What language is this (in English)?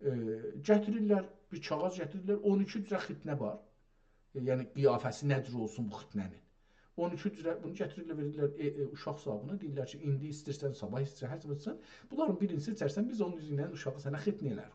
South Azerbaijani